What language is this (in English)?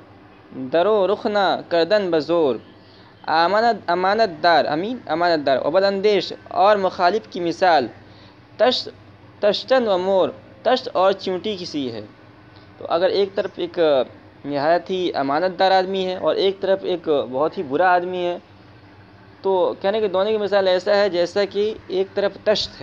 Urdu